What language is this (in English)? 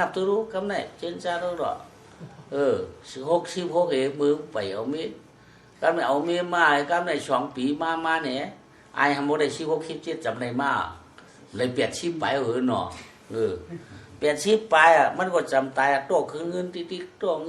Shan